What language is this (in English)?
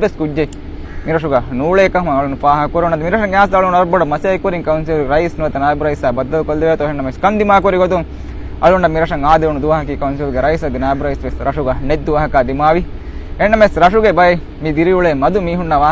Divehi